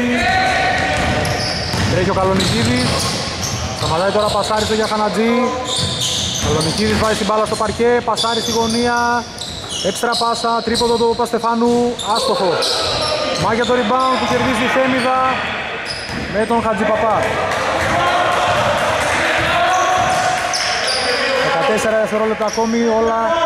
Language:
Greek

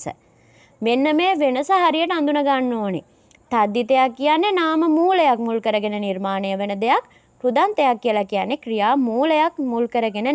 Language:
Sinhala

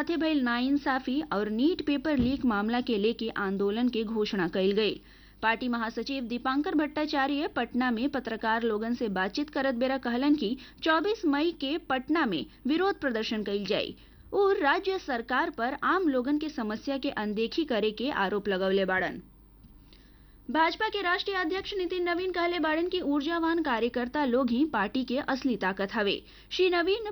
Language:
Bhojpuri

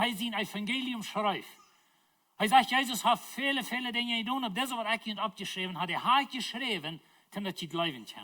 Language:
Plautdietsch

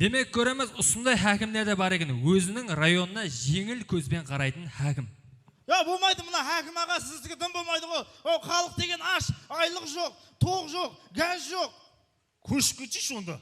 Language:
Kara-Kalpak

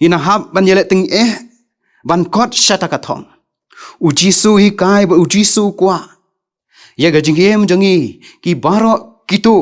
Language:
Khasi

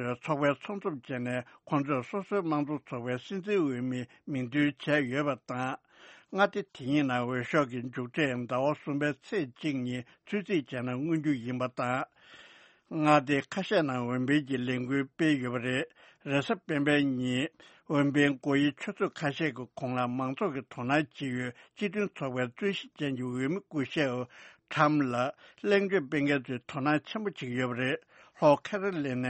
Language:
Tibetan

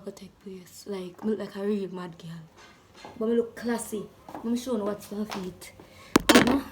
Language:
Jamaican Creole English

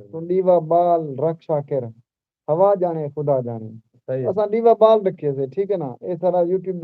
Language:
Saraiki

